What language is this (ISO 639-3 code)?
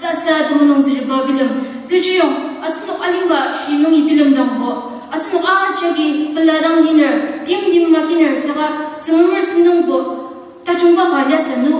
njo